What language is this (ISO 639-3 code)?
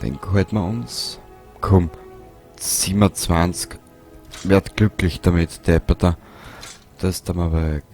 bar